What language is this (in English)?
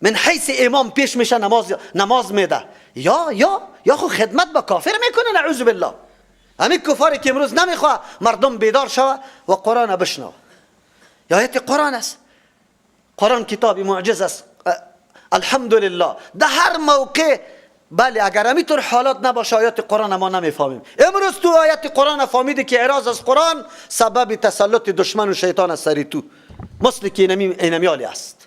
Persian